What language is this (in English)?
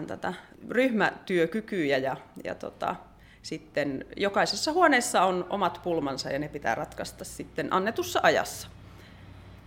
Finnish